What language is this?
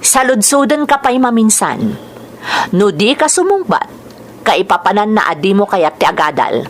Iloko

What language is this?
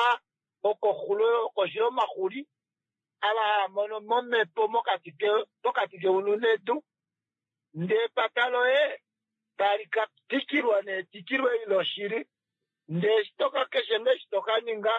Kuanyama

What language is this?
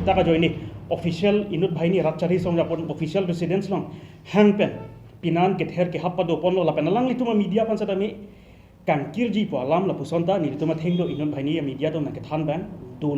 Karbi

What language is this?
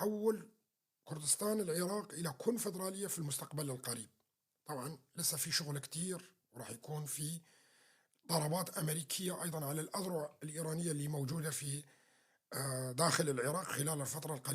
North Levantine Arabic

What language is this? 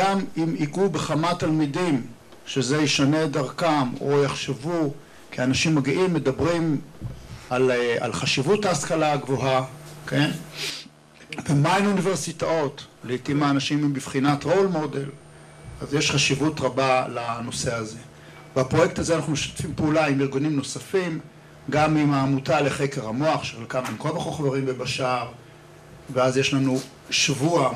Hebrew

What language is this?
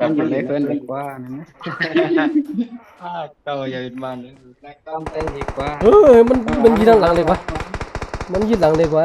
Shan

